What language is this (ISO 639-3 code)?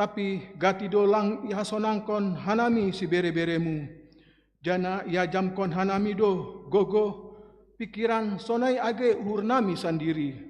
bts